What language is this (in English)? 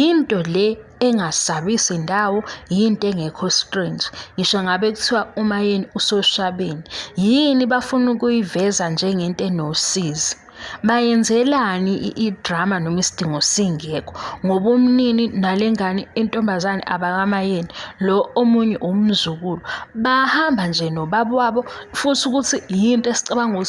Zulu